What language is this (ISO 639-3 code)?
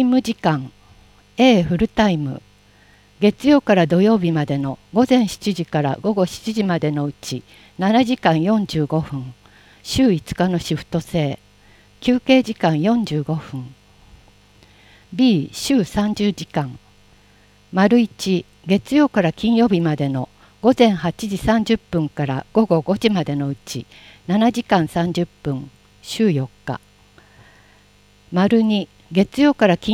jpn